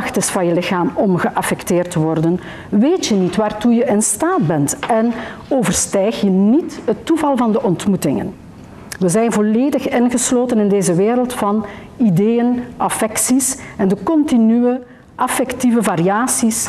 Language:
Dutch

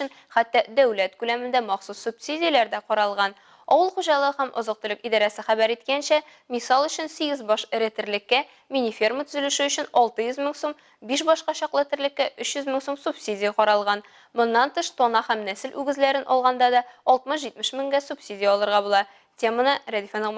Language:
Tatar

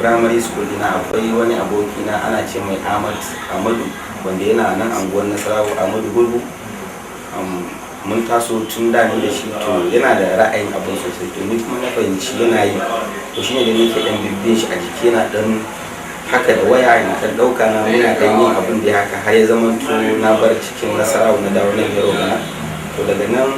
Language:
Hausa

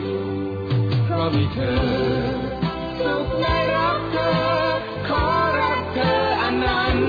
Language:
Thai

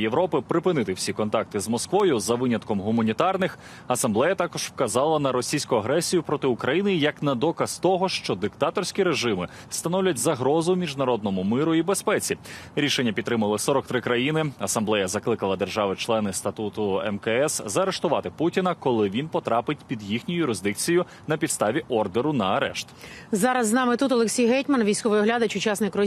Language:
Ukrainian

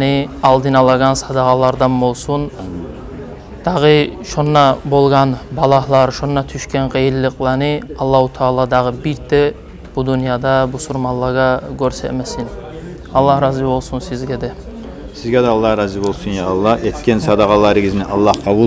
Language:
Kumyk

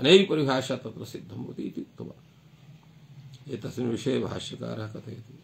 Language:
Sanskrit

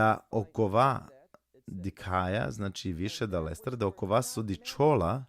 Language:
Balkan Romani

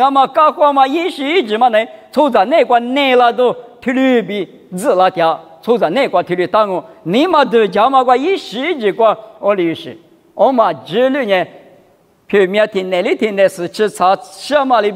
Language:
Lisu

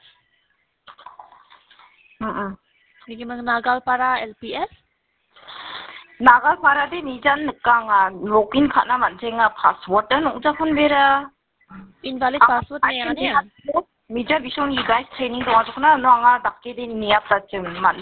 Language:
Khasi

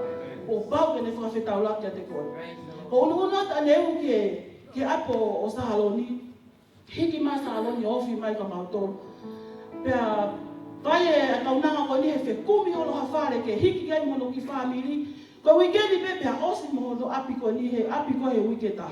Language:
Tongan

